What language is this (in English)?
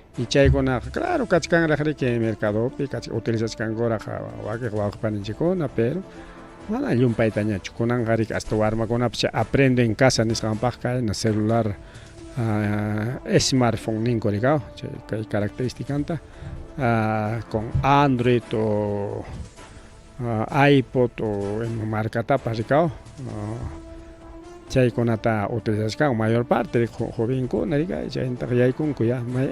Ayacucho Quechua